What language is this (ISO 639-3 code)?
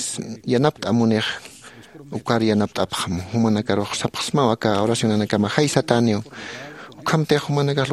aym